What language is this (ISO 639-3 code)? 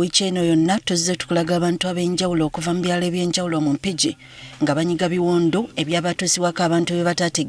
lug